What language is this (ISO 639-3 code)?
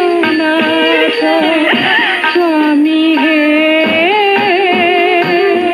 ori